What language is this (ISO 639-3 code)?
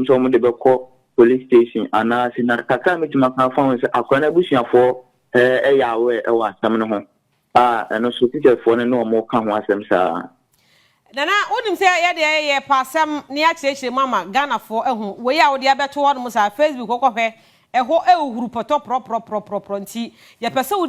aka